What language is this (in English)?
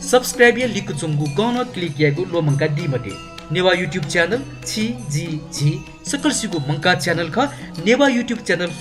Newari